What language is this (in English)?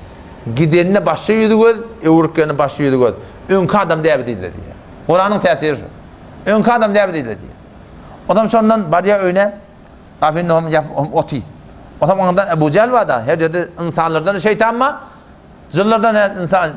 Turkmen